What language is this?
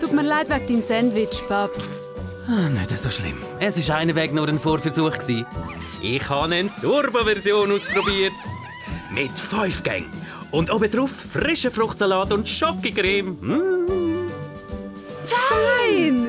Swiss German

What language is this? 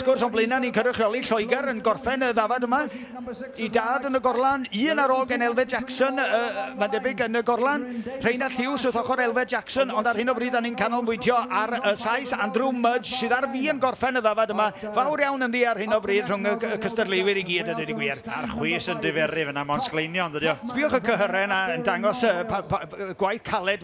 Welsh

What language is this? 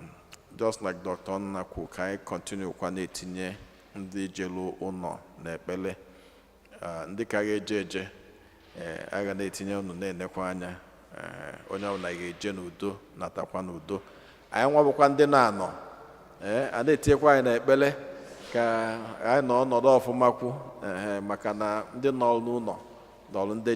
Igbo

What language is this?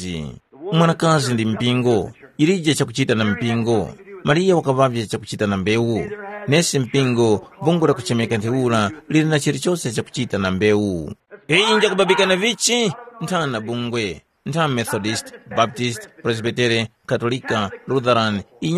Tumbuka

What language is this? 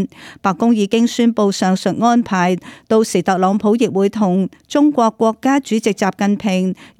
Cantonese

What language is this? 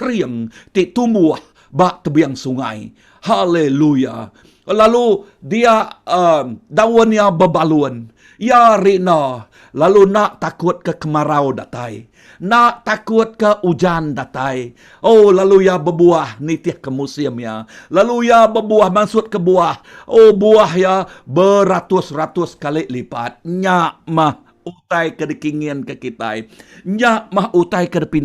Iban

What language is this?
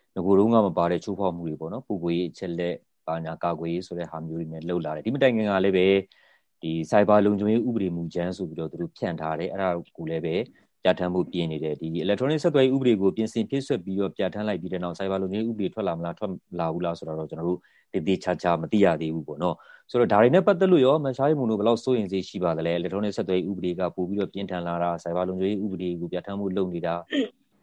Burmese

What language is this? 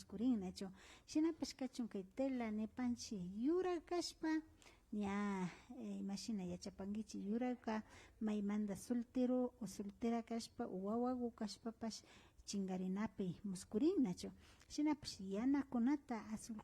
Imbabura Highland Quichua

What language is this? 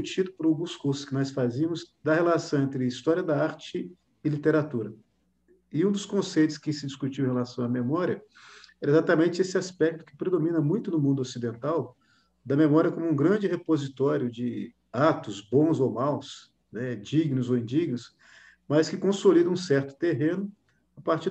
Portuguese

